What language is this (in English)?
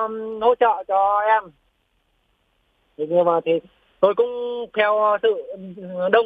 Vietnamese